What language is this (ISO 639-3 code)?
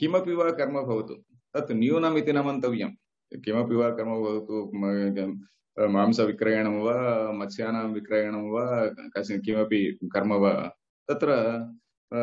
san